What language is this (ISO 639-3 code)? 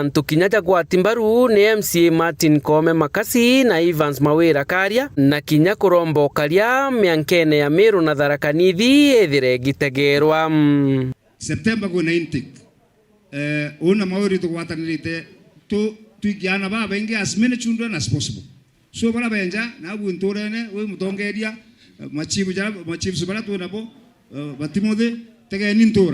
mer